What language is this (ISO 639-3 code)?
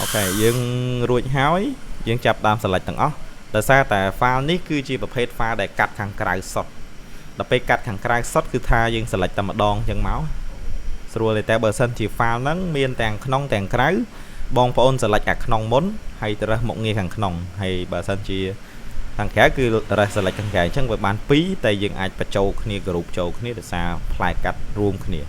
khm